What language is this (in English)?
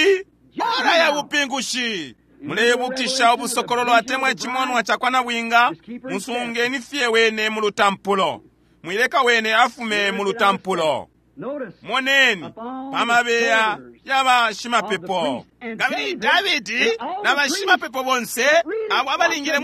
Bemba